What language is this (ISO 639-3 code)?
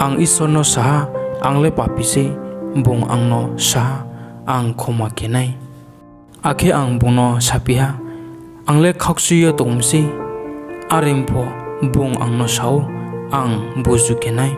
ria